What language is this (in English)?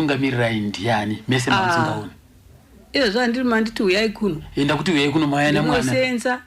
Shona